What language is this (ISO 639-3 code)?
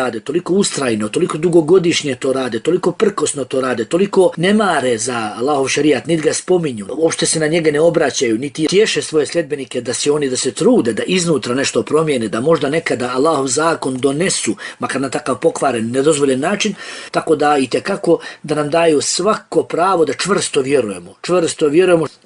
bos